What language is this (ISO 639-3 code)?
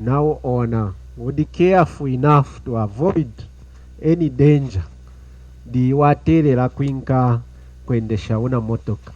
lun